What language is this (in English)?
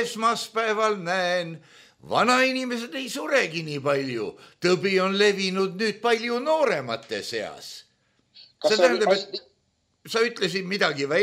Estonian